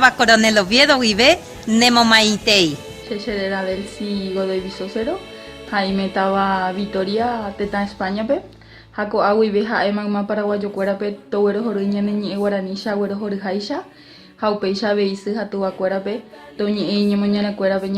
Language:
Guarani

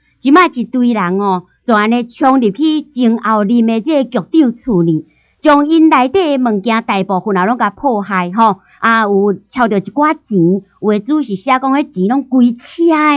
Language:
Min Nan Chinese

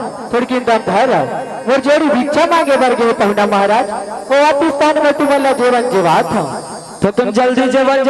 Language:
Chhattisgarhi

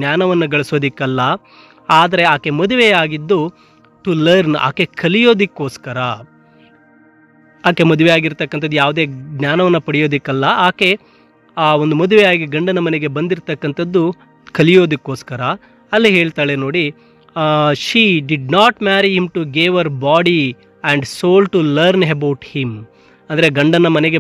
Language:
Kannada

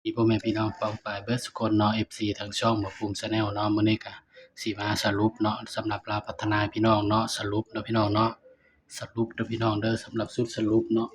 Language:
Northeastern Thai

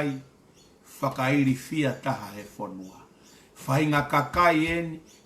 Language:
Tongan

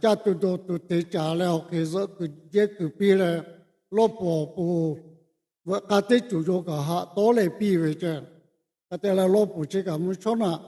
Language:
Lahu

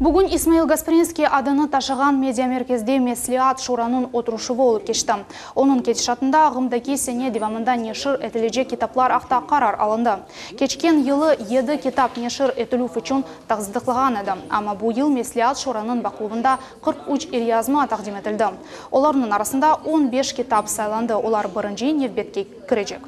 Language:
Crimean Tatar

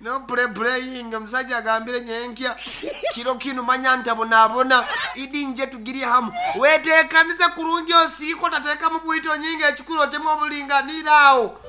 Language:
Nyankole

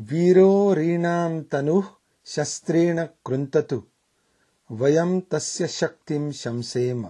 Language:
Sanskrit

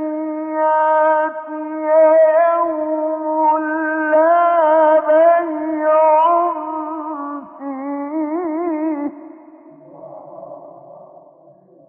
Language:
Arabic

